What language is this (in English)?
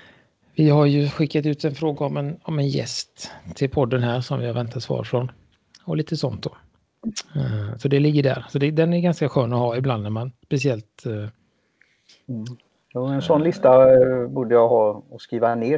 Swedish